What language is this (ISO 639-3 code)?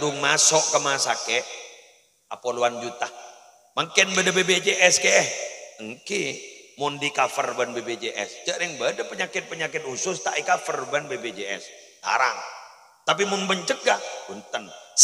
mad